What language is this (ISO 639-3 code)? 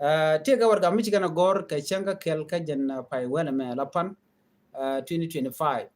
nus